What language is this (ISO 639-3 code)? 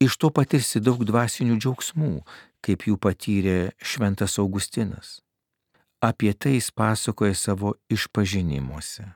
lit